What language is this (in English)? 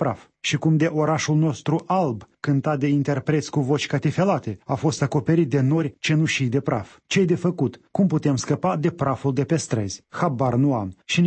Romanian